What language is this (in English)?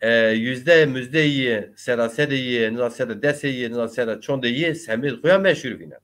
Zaza